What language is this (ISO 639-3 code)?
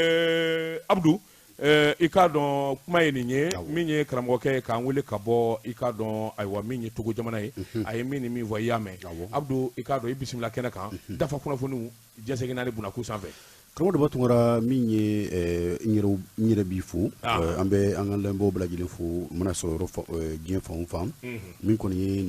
bam